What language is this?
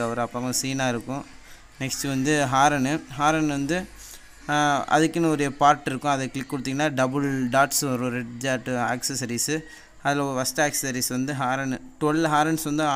Tamil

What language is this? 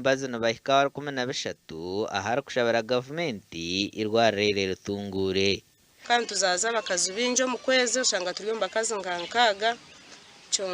Nyankole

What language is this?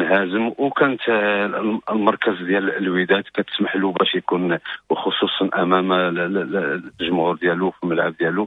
Moroccan Arabic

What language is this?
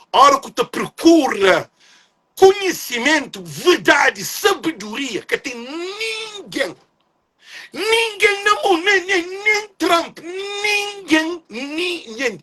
Kabuverdianu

